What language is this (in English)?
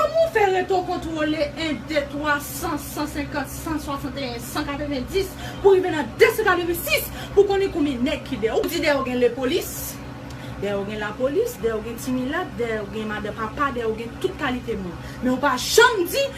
Haitian Creole